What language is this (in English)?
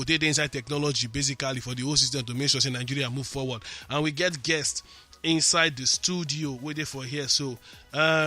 Nigerian Pidgin